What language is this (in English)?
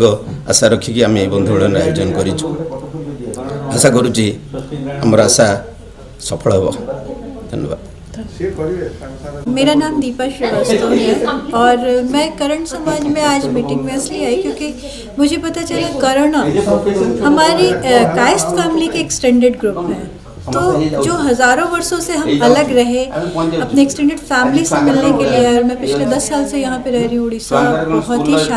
Odia